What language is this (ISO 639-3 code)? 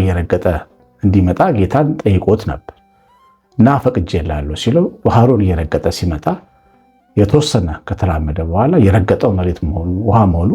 amh